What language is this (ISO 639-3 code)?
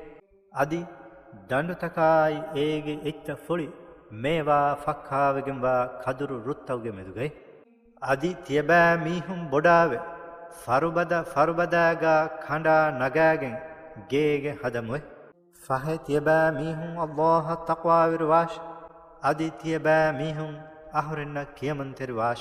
div